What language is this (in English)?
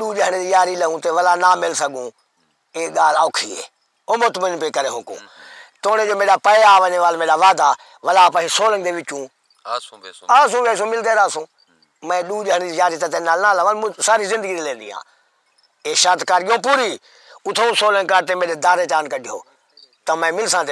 Saraiki